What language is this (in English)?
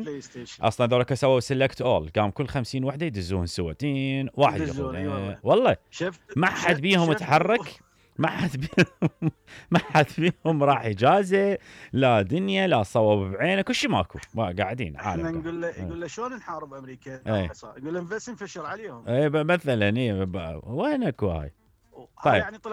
Mesopotamian Arabic